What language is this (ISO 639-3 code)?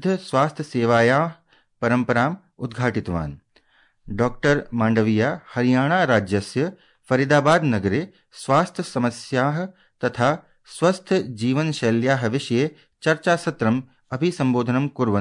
san